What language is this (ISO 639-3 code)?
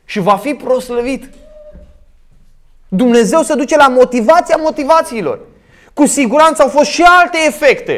ron